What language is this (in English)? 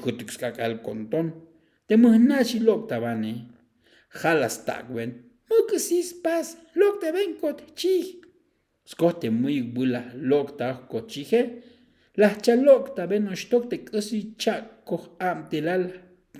Tzeltal